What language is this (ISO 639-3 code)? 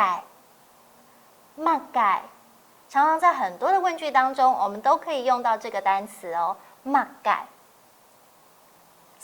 hak